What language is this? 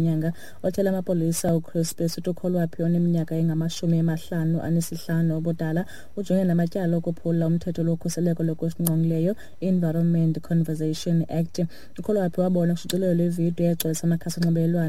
Xhosa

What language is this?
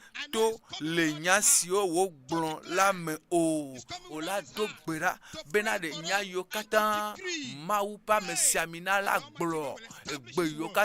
Ewe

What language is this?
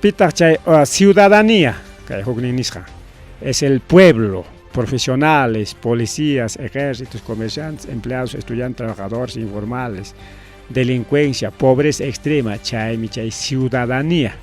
Ayacucho Quechua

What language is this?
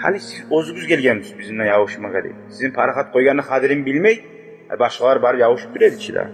Kumyk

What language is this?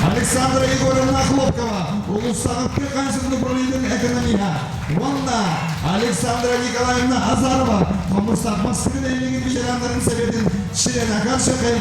Yakut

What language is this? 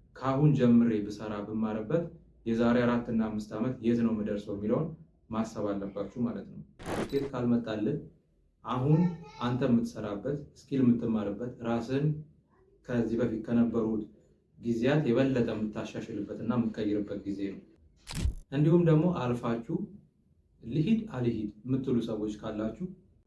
Amharic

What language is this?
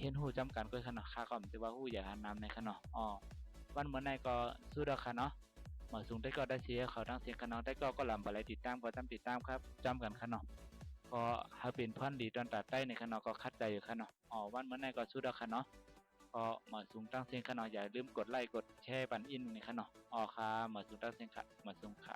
Shan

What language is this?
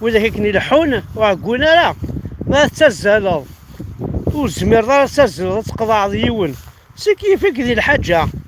Kabyle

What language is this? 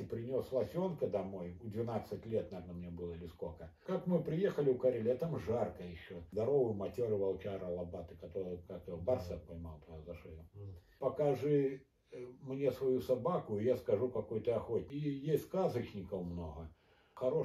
Russian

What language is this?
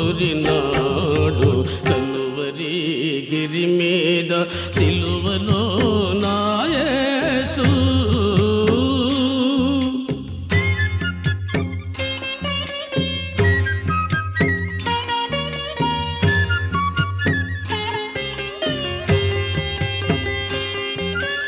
Telugu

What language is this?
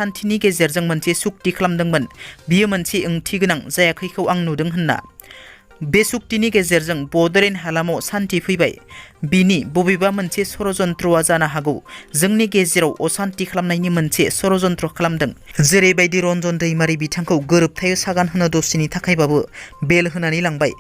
Bodo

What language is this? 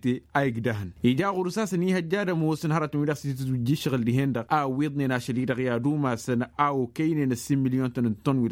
Tamasheq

